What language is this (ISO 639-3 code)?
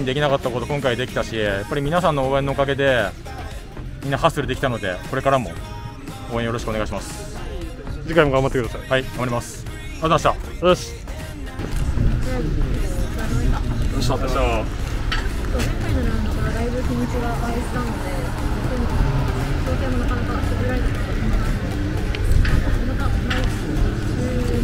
jpn